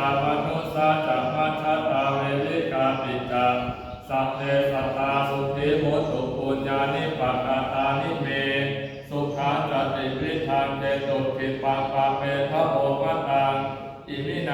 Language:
Pali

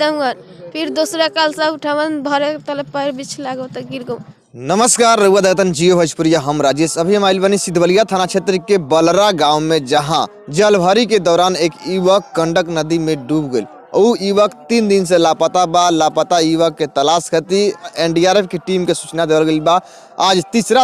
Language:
Bhojpuri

